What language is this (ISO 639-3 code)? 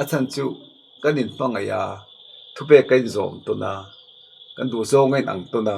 lus